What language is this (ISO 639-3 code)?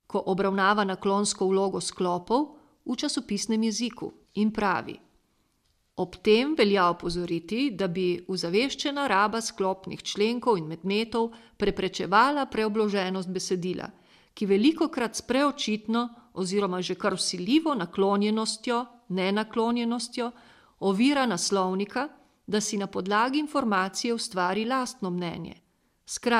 slv